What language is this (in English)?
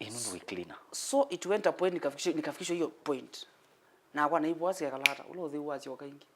Kamba